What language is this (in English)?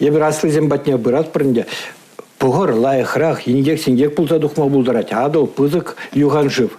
Chuvash